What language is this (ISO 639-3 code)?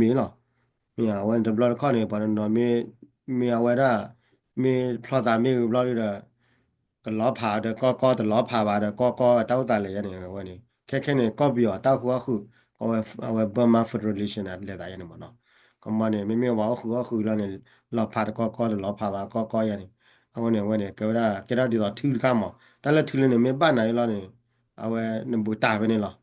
ksw